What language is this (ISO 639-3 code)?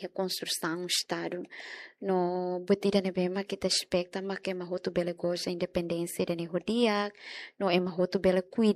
tet